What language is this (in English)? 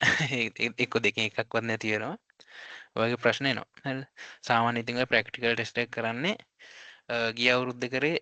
Sinhala